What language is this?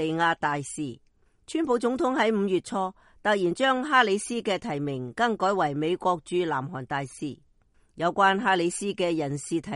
Cantonese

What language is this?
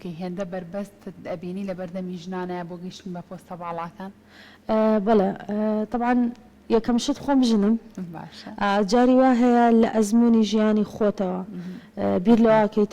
Central Kurdish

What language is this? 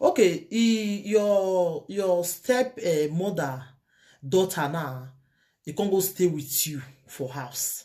Nigerian Pidgin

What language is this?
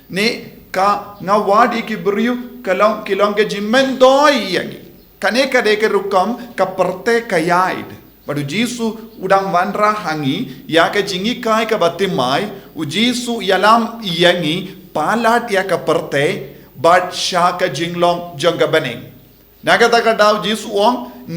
Khasi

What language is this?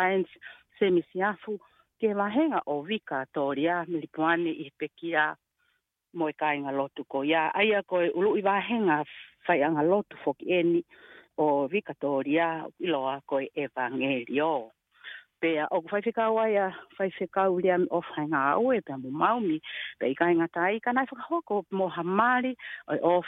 Tongan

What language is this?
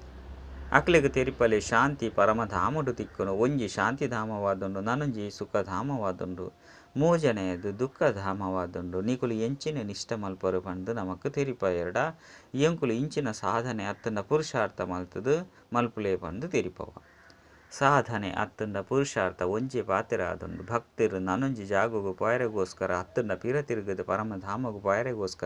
Tulu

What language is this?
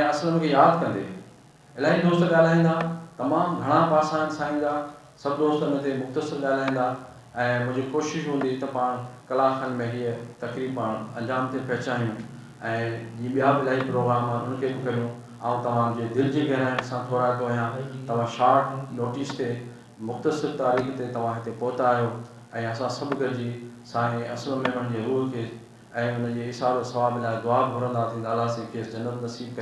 Sindhi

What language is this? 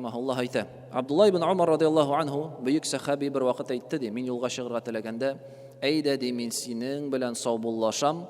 Tatar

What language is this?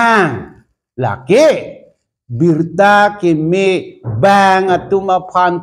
Karbi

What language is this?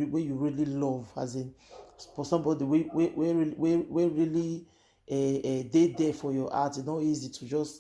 Nigerian Pidgin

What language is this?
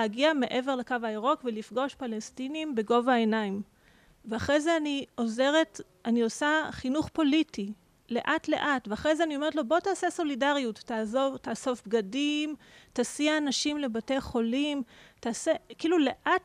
Hebrew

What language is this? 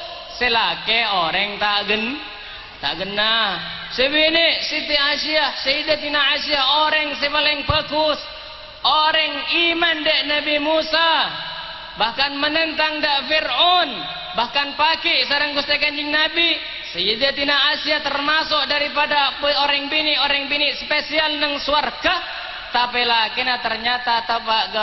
Madurese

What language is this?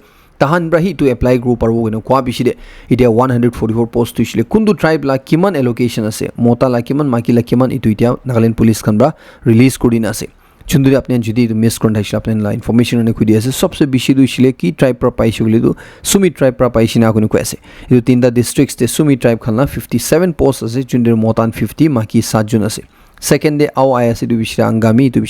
Naga Pidgin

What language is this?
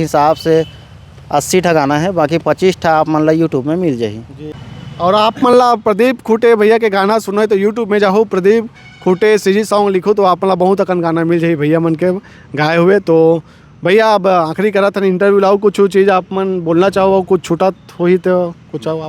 Chhattisgarhi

